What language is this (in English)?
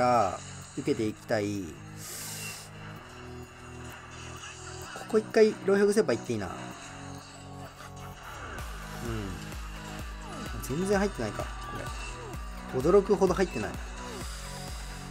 Japanese